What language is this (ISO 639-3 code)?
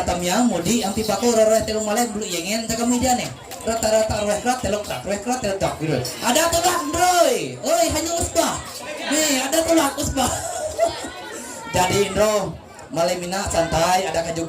mhy